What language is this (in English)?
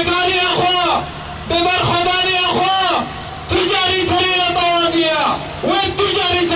Kurdish